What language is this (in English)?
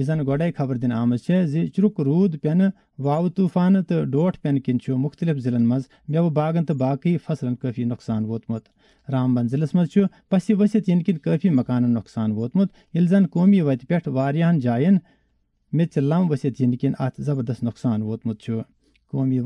Kashmiri